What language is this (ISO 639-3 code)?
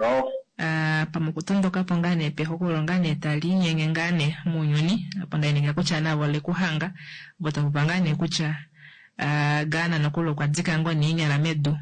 kua